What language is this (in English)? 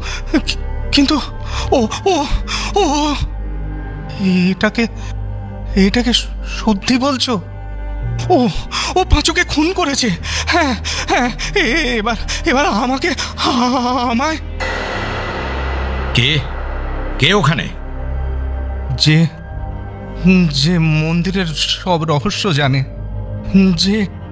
Bangla